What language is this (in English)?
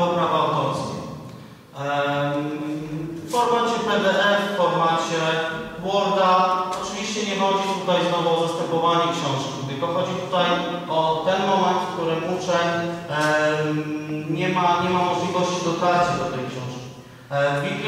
Polish